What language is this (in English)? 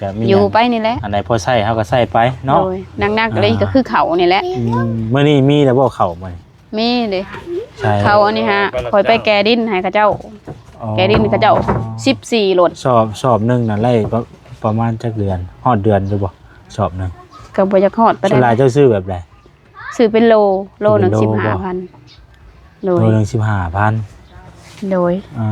Lao